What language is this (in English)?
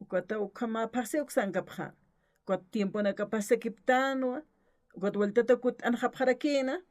Aymara